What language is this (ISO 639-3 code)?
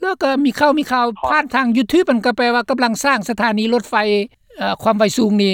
lao